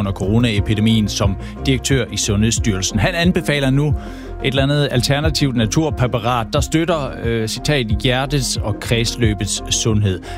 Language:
Danish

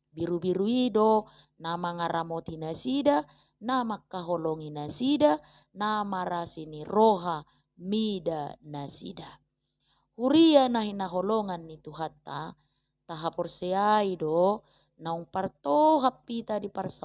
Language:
Batak Toba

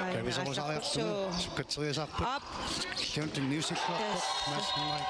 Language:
Kalaallisut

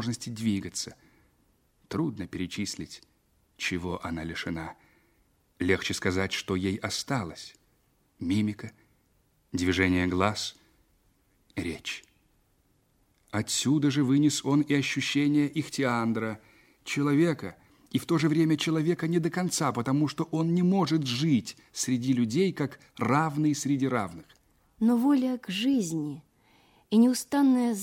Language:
Russian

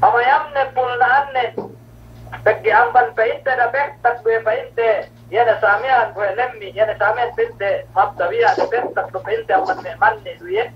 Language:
Yakan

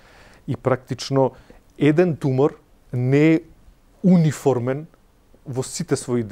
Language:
Macedonian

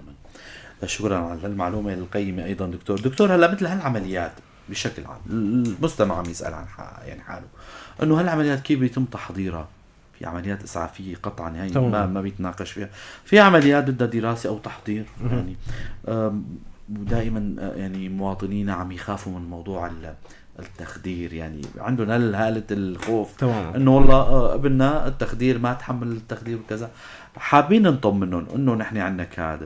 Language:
North Levantine Arabic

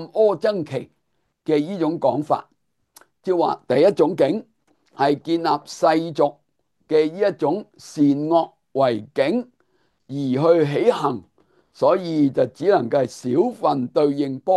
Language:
Cantonese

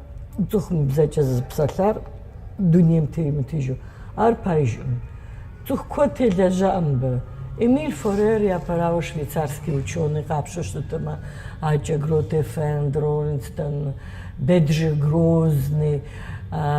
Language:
Kabardian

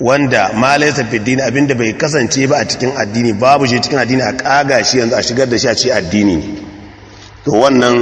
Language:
Hausa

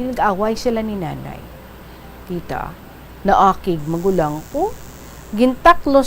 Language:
Hiligaynon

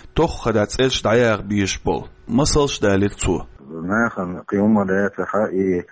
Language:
Chechen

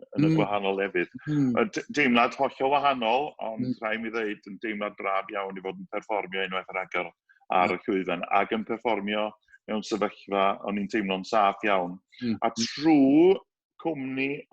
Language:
Welsh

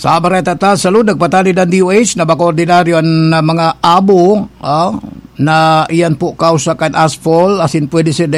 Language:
Bikol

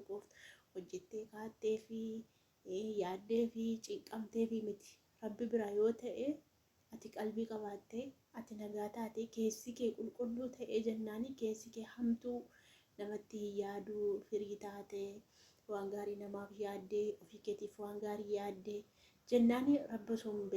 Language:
Oromo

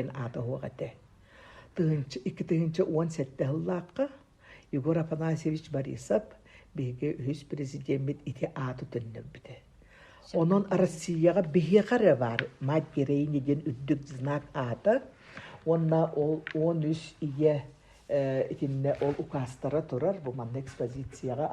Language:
Yakut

